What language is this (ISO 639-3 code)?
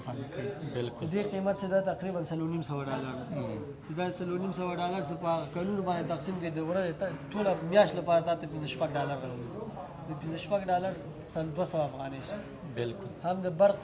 pus